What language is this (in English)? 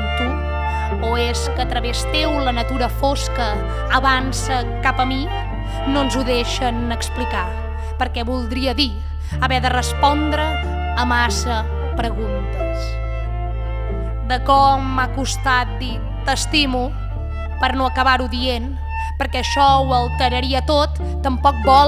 Catalan